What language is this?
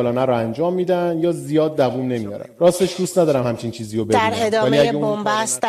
Persian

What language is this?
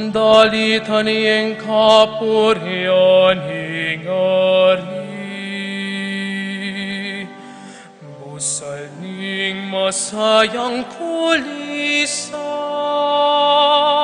Pampanga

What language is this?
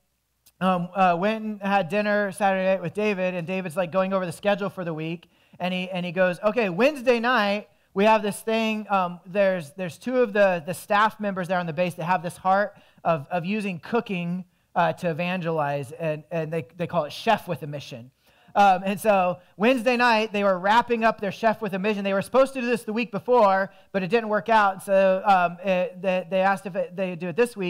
English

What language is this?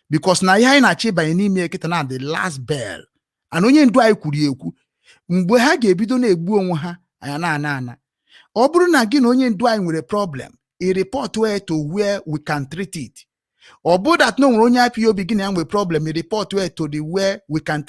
Igbo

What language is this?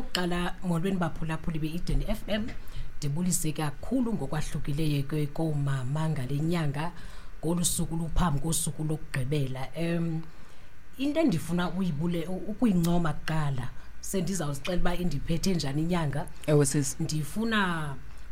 Xhosa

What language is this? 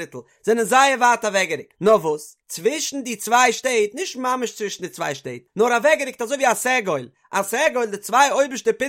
Yiddish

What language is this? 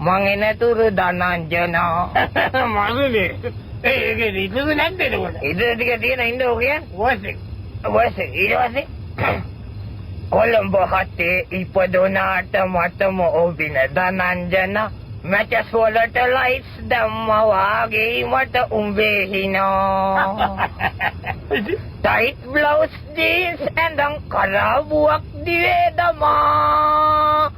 Sinhala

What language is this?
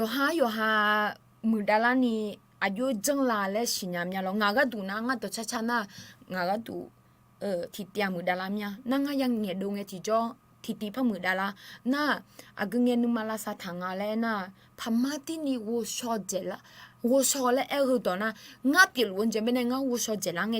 Akha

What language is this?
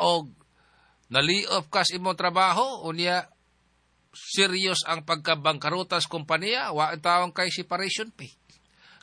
Cebuano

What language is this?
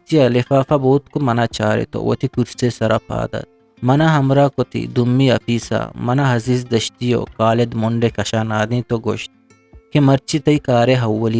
Eastern Balochi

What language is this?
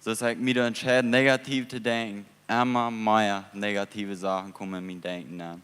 Plautdietsch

